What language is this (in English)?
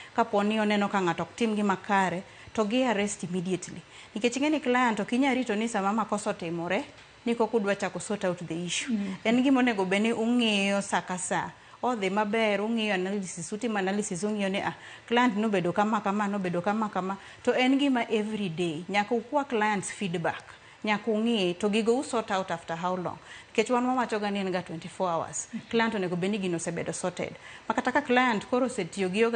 Luo (Kenya and Tanzania)